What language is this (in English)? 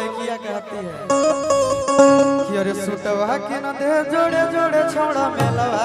Magahi